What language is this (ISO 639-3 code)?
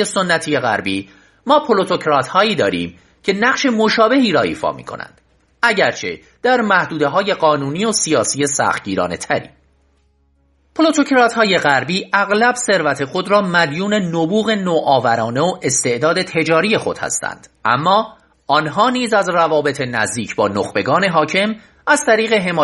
fas